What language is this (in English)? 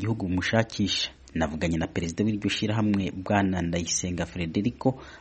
Kinyarwanda